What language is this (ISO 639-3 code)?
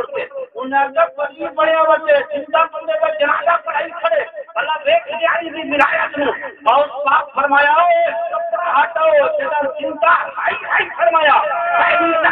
skr